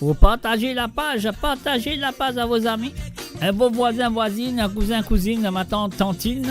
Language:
Morisyen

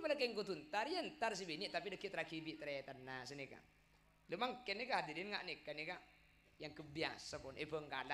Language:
Madurese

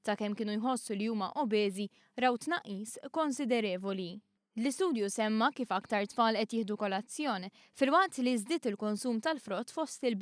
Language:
Maltese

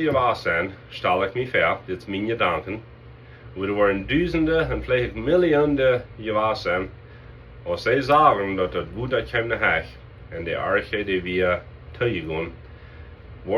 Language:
Plautdietsch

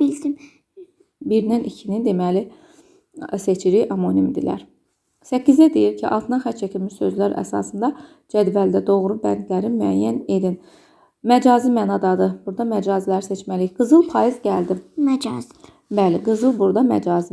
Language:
Azerbaijani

